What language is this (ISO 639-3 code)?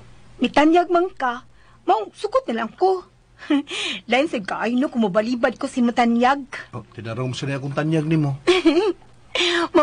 ceb